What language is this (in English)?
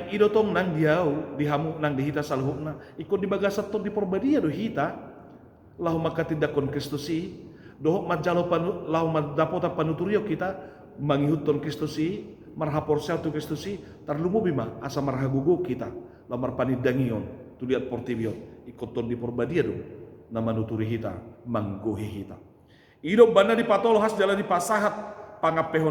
Batak Toba